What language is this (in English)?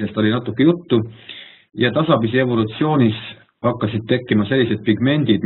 Estonian